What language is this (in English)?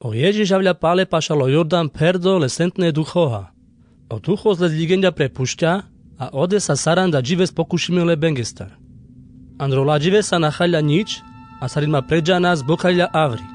Carpathian Romani